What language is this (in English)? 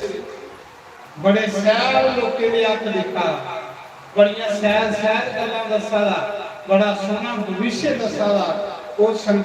Dogri